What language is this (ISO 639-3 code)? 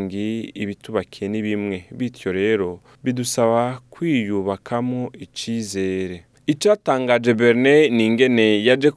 run